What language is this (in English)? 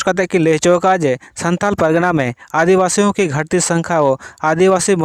Santali